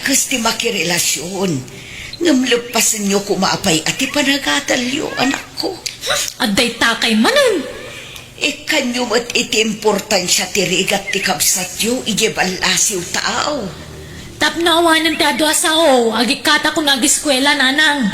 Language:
Iloko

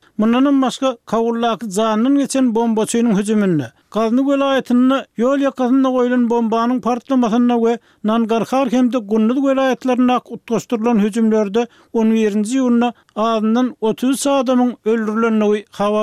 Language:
Turkmen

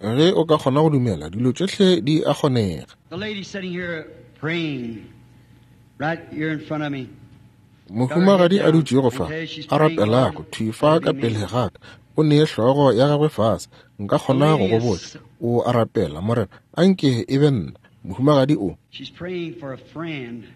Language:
Northern Sotho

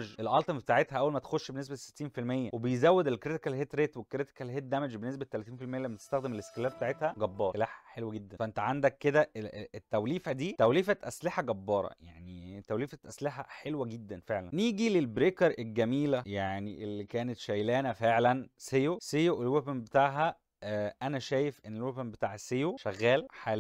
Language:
Egyptian Arabic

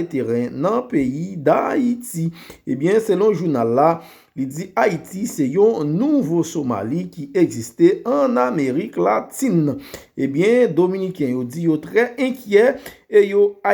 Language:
Haitian Creole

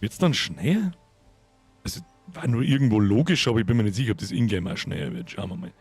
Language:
Bavarian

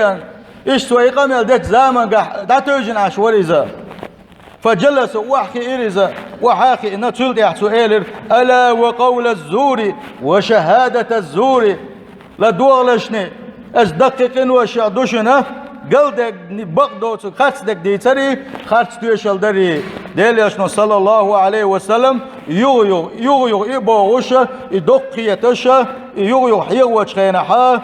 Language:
Chechen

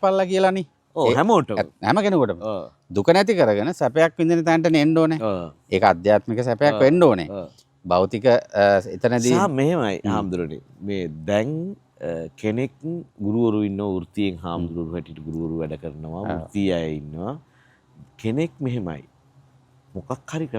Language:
Sinhala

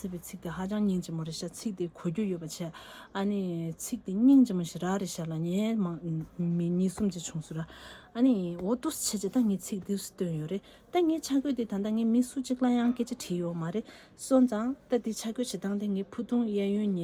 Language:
Tibetan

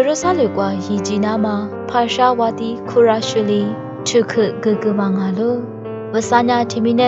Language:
Lisu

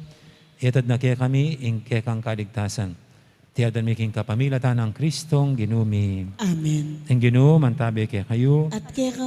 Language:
Pampanga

